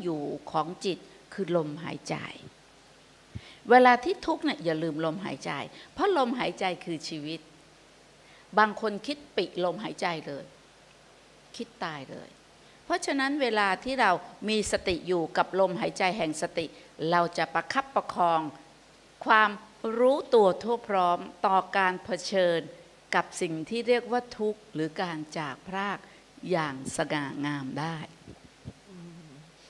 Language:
Thai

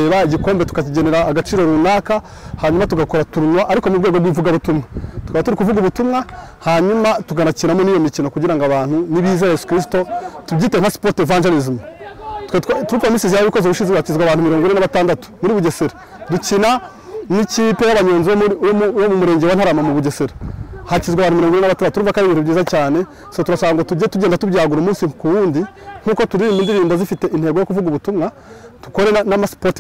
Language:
Kinyarwanda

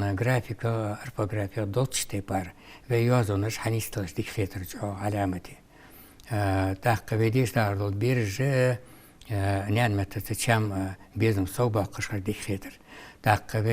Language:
Ingush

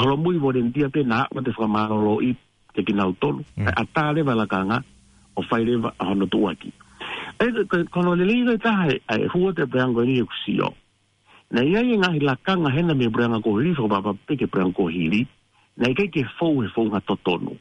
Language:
Tongan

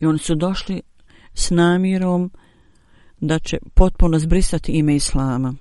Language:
Bosnian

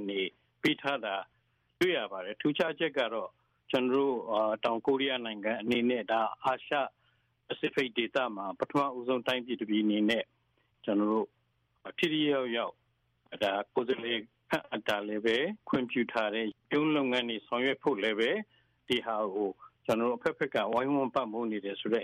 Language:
Burmese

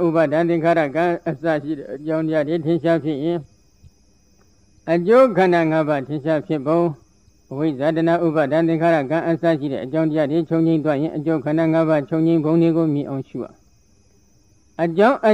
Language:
Burmese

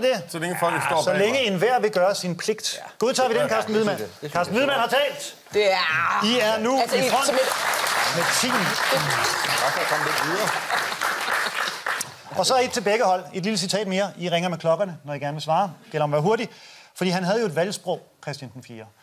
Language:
Danish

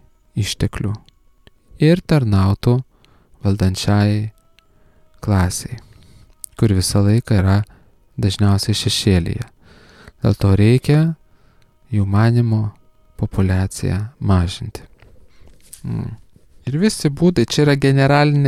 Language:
Lithuanian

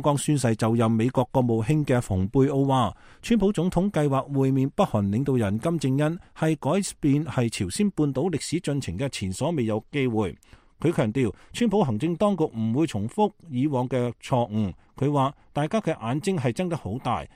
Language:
Cantonese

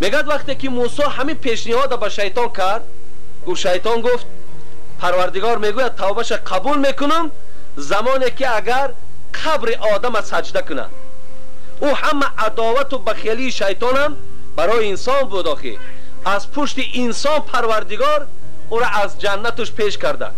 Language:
Tajik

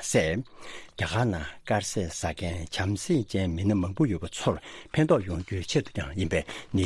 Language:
Tibetan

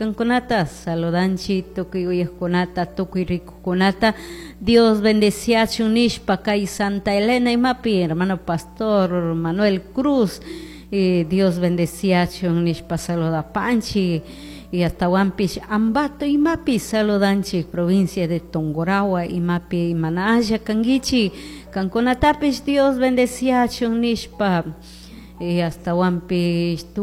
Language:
Chimborazo Highland Quichua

